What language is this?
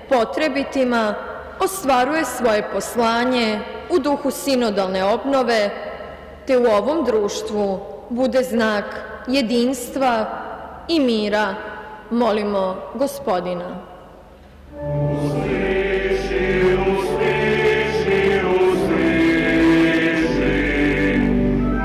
Croatian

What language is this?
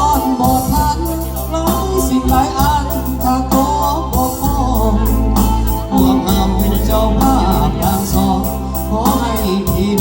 Lao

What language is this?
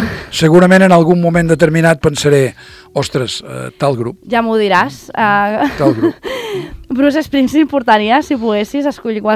Catalan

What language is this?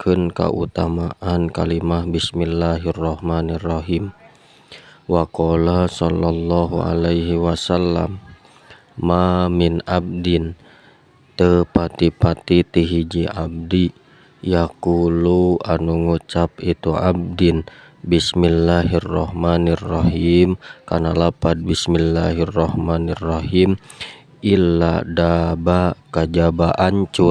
Sundanese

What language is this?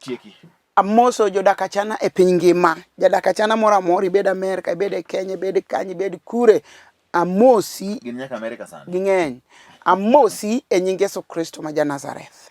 Luo (Kenya and Tanzania)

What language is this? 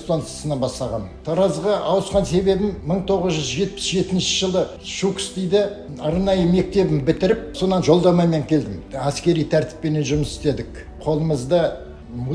Kazakh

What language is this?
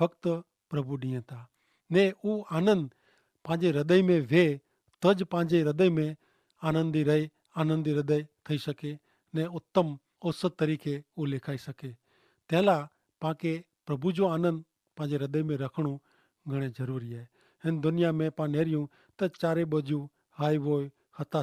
Kachhi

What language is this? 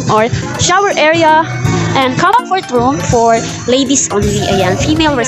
Filipino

